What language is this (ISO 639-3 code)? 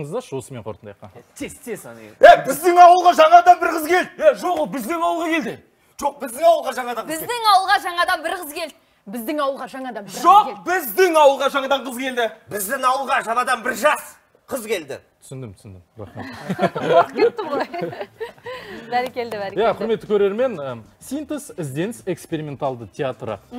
kaz